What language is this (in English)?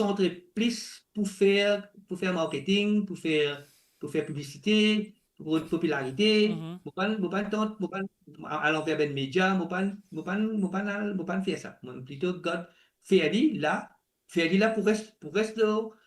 Morisyen